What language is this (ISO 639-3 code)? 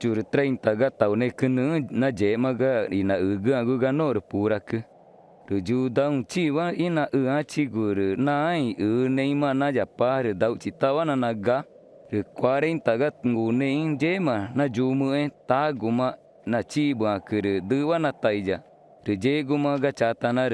tca